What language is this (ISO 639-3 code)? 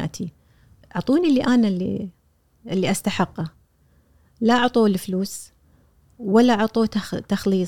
afb